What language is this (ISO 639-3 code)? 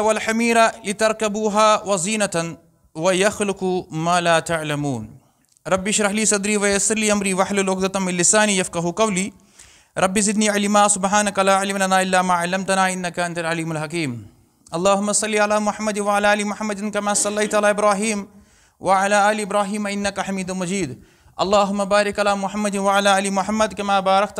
kas